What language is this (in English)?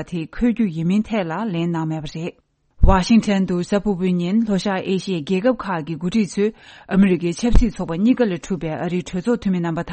Tibetan